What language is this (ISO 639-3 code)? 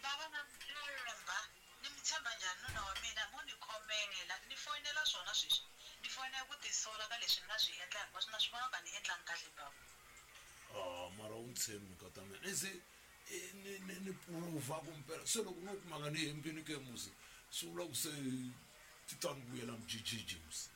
tso